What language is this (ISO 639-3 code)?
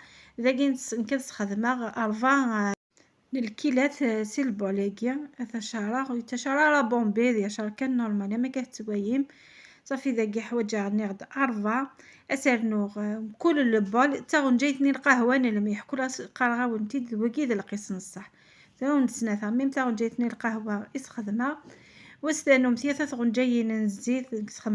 kab